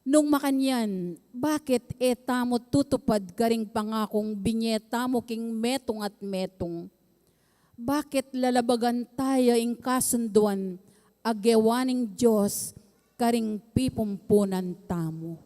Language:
Pampanga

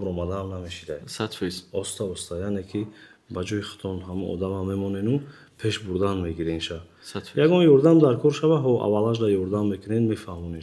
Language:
Tajik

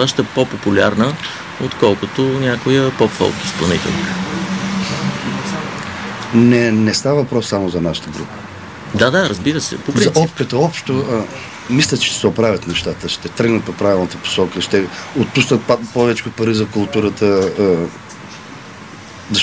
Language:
Bulgarian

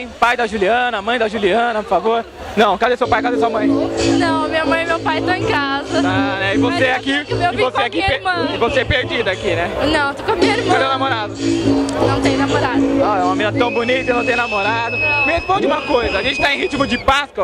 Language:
Portuguese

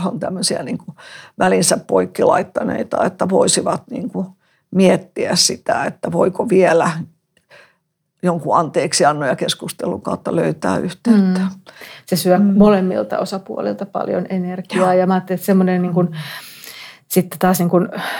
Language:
Finnish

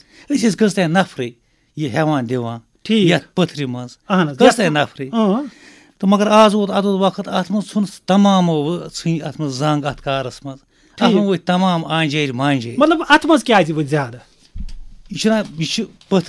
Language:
Kashmiri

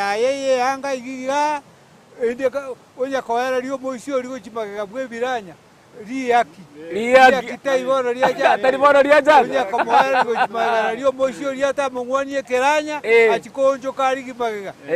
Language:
Gusii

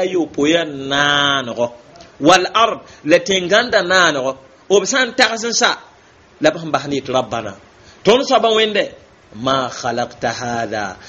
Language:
Mossi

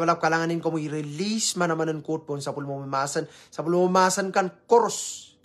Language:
Pohnpeian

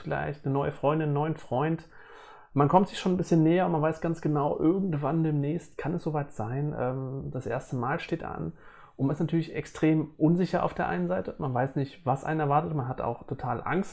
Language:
German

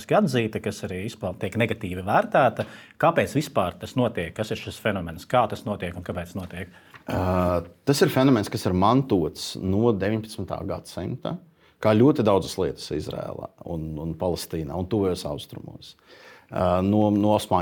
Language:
Latvian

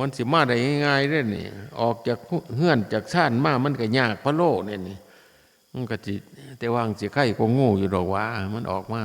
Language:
Northeastern Thai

